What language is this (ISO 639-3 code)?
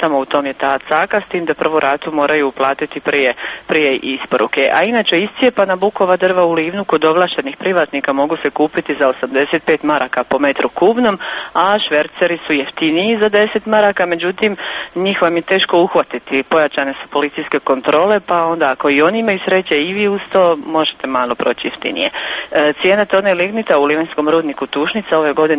hrv